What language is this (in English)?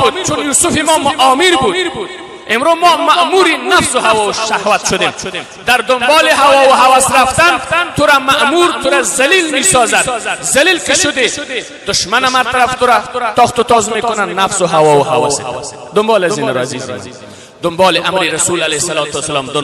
Persian